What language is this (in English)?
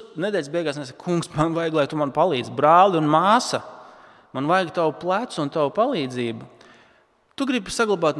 Latvian